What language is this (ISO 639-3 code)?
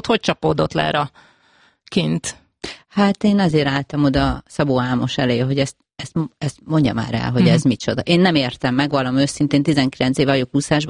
hun